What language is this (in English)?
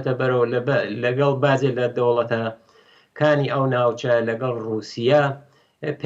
Central Kurdish